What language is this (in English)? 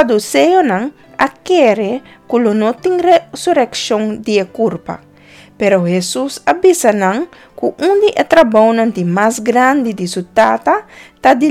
Papiamento